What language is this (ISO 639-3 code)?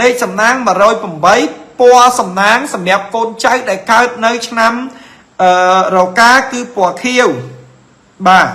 khm